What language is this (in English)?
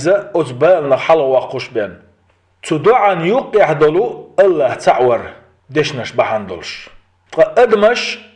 Chechen